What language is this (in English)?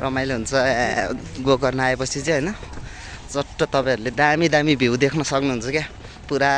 Nepali